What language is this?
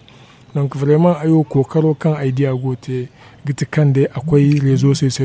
Zarma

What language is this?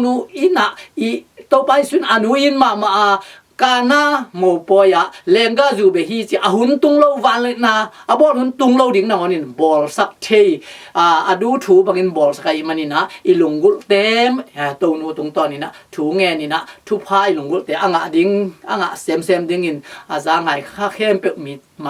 Tedim Chin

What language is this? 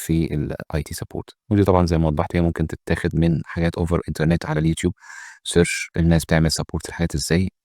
Egyptian Arabic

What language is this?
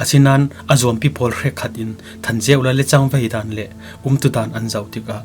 Falam Chin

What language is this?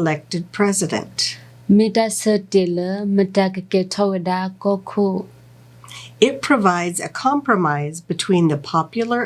S'gaw Karen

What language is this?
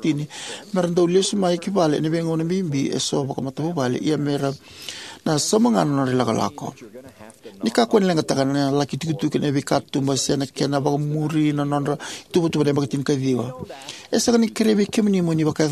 Fijian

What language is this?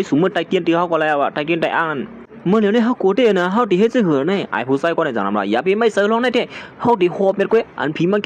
Shan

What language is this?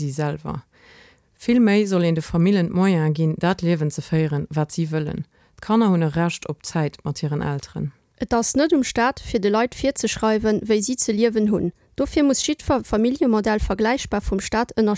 Luxembourgish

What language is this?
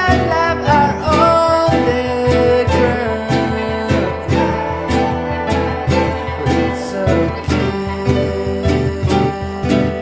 English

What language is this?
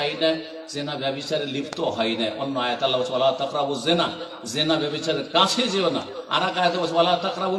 Bangla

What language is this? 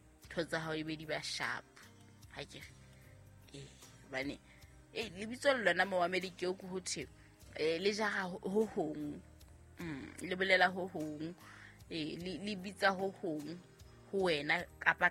Southern Sotho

